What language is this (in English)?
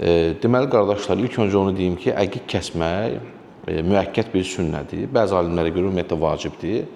Azerbaijani